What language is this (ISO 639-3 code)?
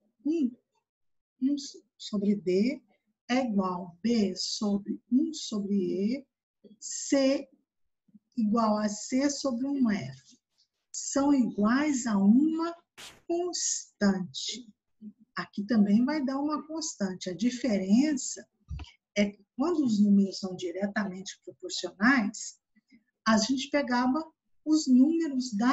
por